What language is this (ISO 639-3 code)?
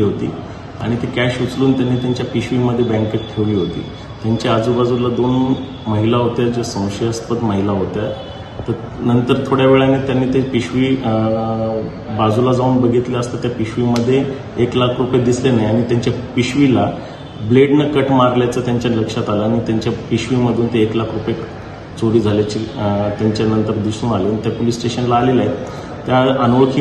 mar